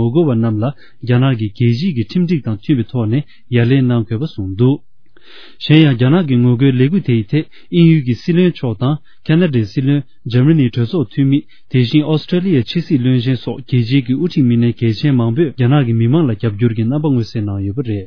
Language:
Tibetan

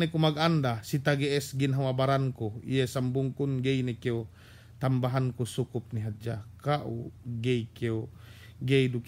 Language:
Yakan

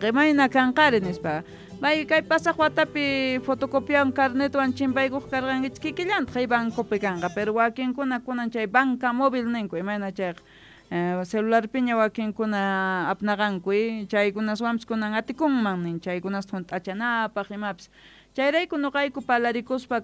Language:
South Bolivian Quechua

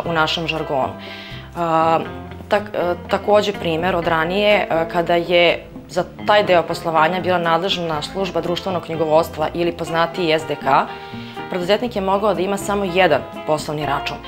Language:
Serbian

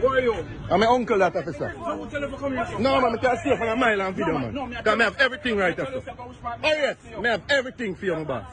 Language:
Jamaican Creole English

